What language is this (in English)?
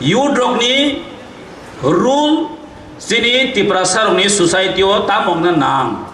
Kok Borok